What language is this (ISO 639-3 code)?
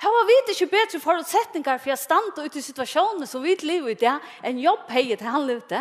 fao